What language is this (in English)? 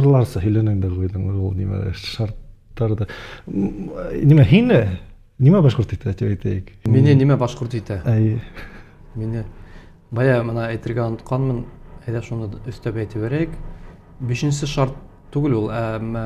Bashkir